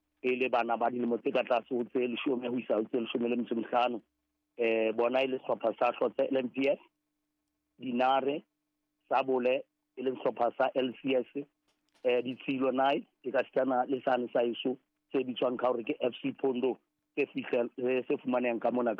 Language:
Southern Sotho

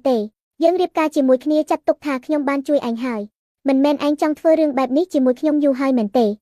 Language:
Khmer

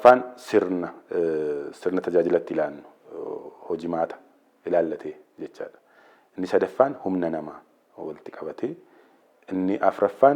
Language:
Oromo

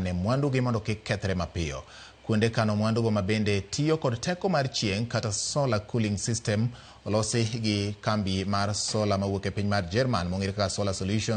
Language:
Luo (Kenya and Tanzania)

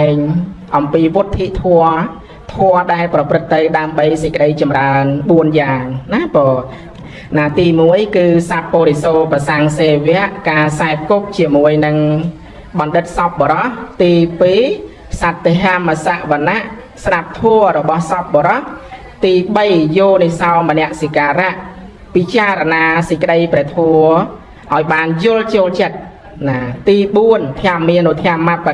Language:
Khmer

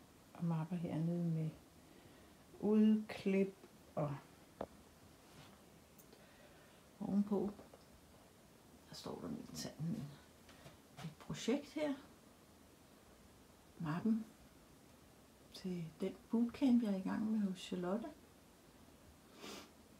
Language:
Danish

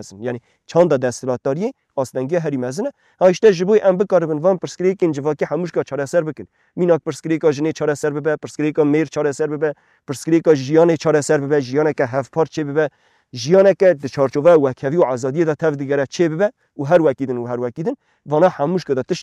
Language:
Kurdish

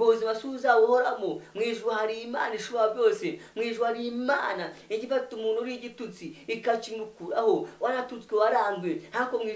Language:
Kinyarwanda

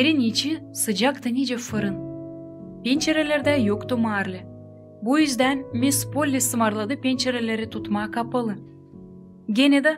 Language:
Gagauz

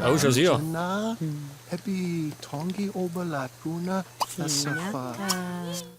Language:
Bavarian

